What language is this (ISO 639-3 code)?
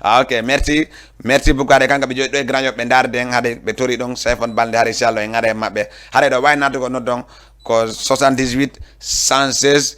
ful